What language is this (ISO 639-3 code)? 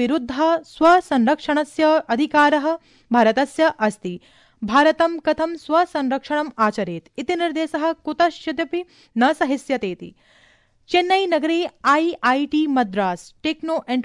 san